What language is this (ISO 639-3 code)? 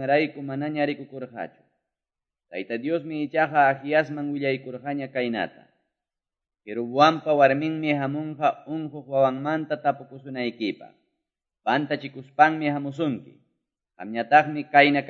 quy